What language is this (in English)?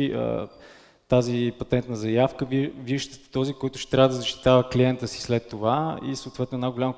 Bulgarian